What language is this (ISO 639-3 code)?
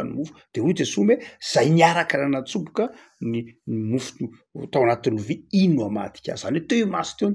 mlg